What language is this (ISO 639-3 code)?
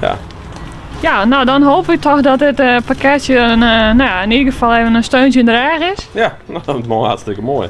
fry